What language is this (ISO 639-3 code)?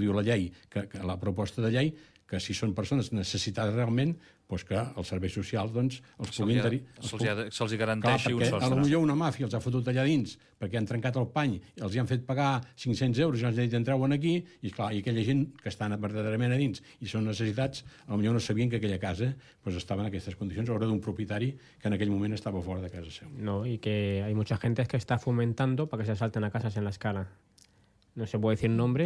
cat